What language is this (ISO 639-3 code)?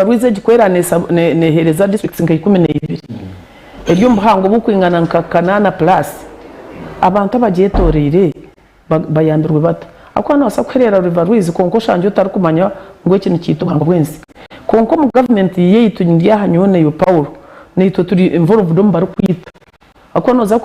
nyn